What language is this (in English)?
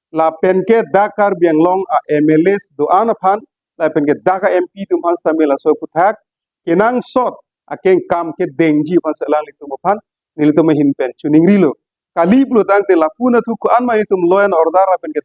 Karbi